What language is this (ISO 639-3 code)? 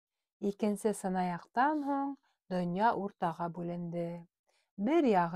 bak